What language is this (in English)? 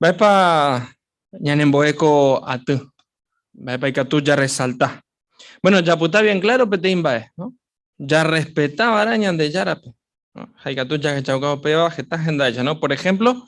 Guarani